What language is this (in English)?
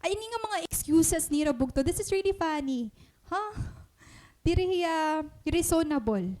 Waray